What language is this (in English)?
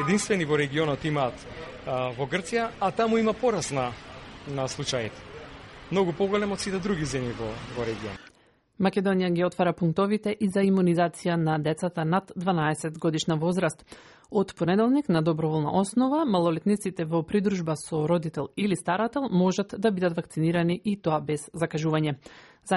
Macedonian